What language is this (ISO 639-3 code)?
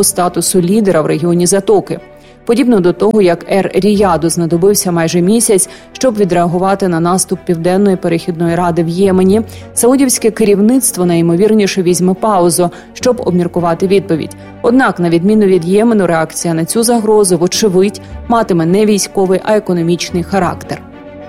ukr